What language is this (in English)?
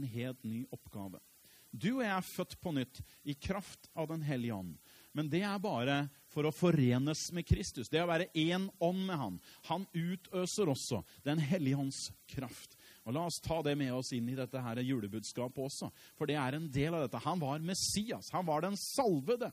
Norwegian